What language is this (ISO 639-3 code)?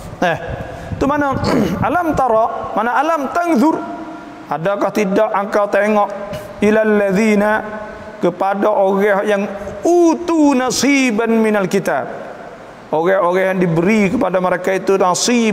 msa